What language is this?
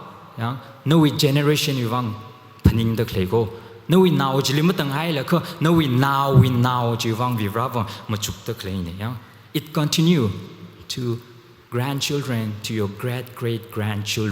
Tangkhul Naga (India)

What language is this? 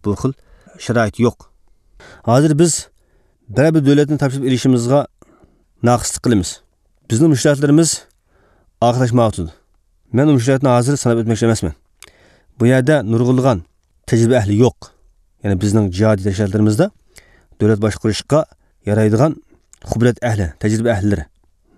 Uyghur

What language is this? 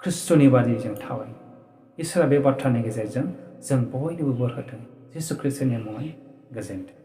Bodo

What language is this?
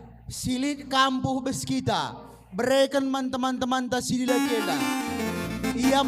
Batak Karo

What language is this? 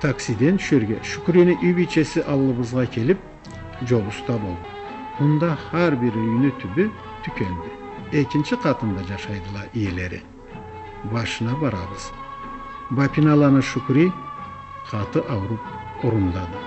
Karachay-Balkar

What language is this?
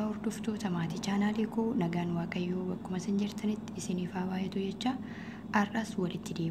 Oromo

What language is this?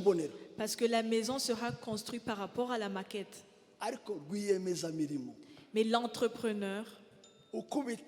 Kinyarwanda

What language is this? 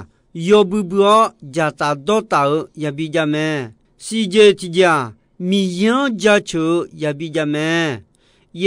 Akha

